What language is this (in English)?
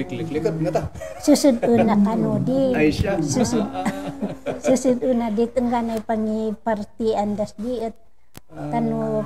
Kankanaey